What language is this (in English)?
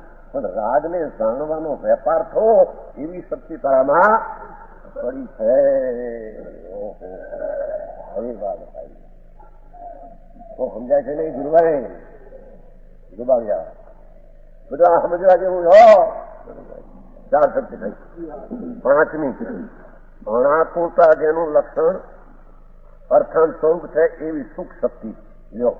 Gujarati